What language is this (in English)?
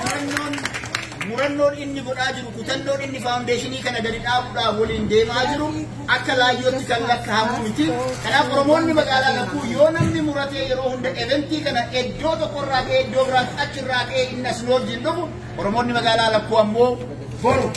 Oromo